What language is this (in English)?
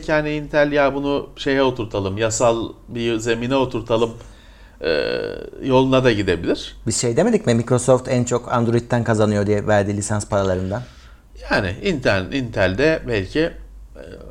Turkish